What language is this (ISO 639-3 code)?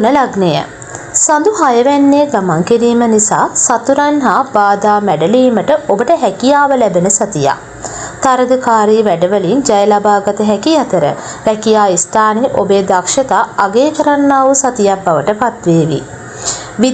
sin